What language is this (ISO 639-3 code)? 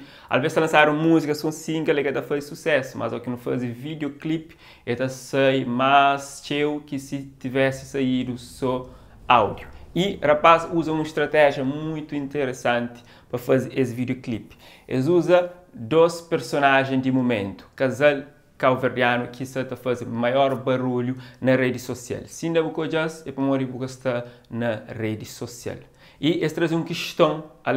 kea